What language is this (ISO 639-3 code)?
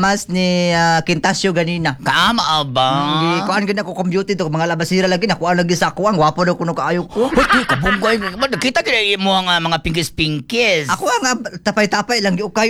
ceb